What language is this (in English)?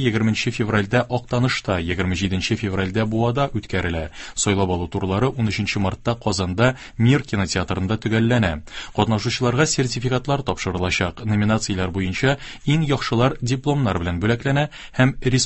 Tatar